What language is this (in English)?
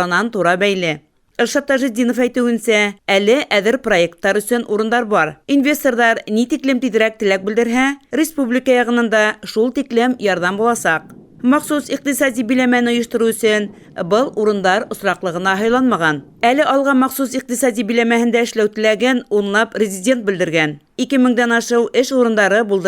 Bashkir